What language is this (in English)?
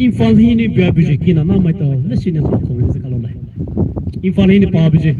Poumei Naga